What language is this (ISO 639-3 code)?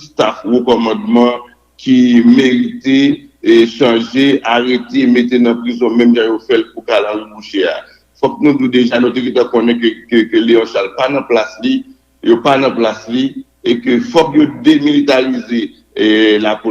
hat